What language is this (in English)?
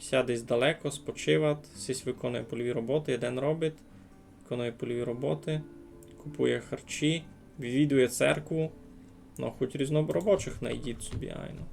Rusyn